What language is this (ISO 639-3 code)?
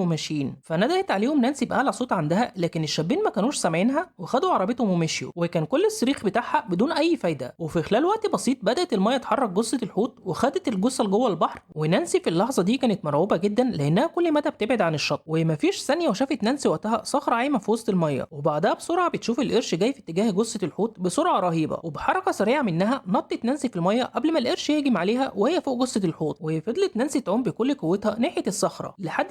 arz